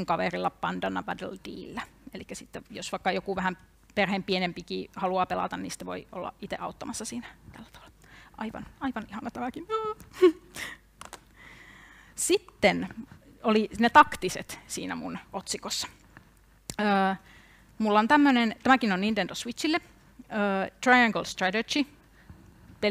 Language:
Finnish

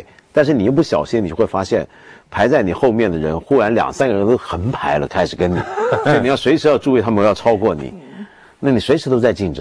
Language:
Chinese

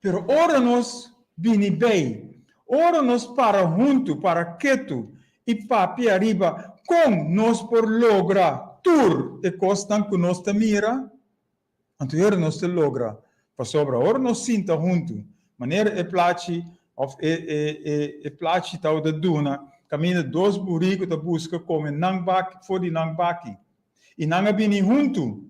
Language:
Papiamento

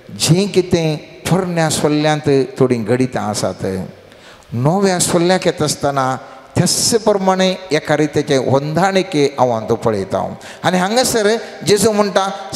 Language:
Konkani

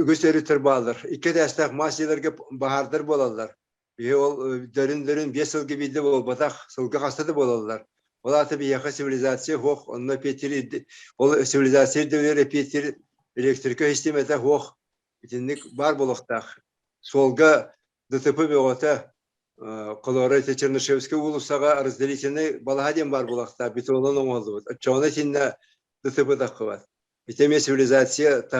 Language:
Yakut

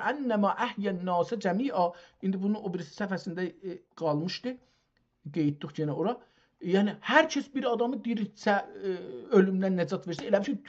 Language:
South Azerbaijani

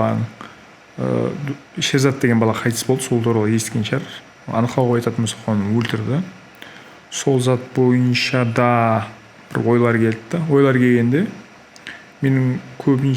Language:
Kara-Kalpak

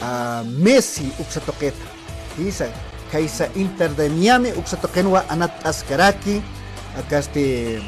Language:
Aymara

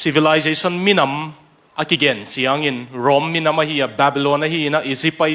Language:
Tedim Chin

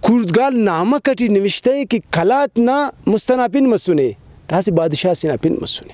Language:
Brahui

